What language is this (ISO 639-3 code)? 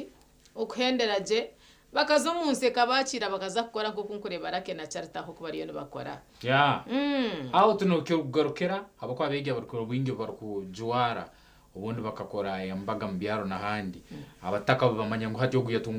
nyn